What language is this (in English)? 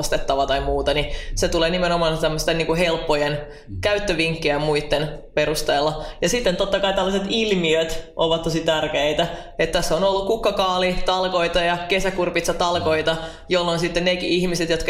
Finnish